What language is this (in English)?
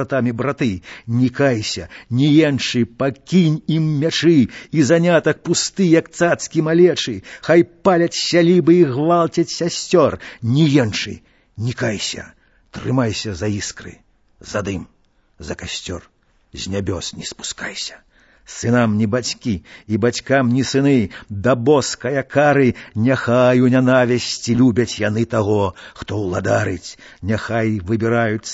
Belarusian